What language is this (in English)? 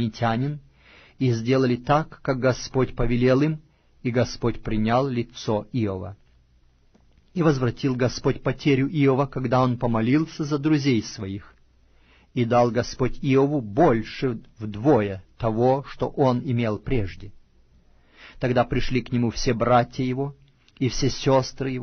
Russian